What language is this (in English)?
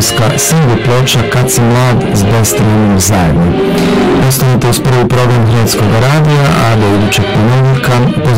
Croatian